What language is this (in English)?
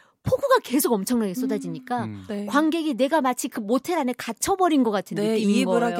Korean